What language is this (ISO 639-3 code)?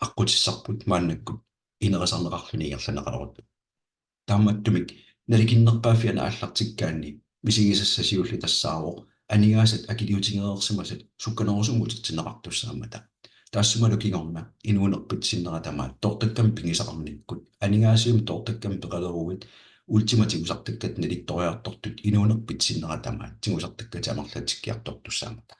kal